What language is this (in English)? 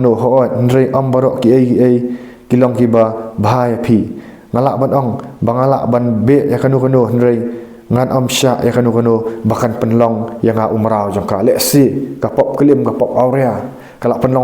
Khasi